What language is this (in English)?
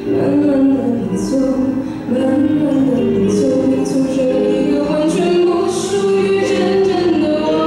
Chinese